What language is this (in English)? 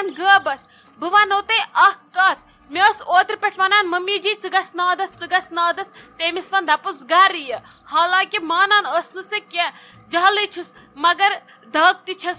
Kashmiri